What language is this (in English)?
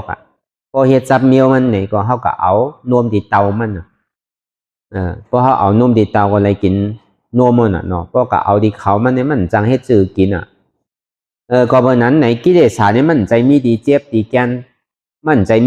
Shan